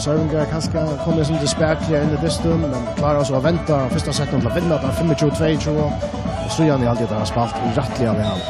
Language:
Faroese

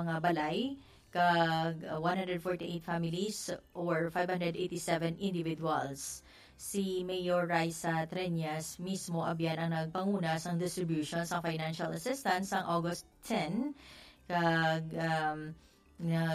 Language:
Hiligaynon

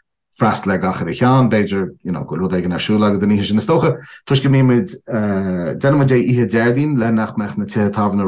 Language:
Irish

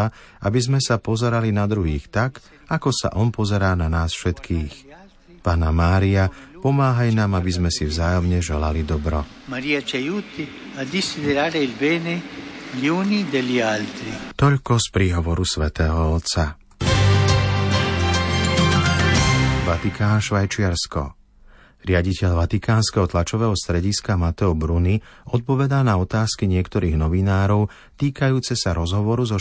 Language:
Slovak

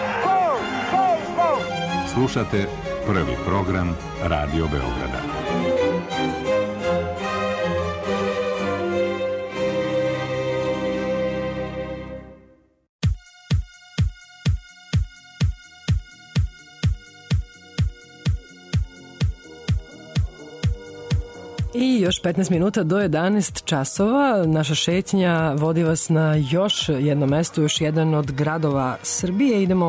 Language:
Serbian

